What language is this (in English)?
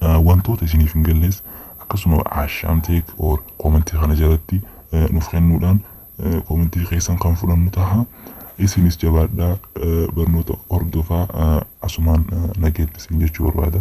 Oromo